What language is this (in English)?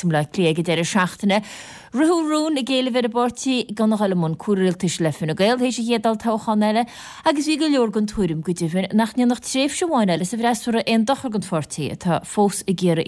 Irish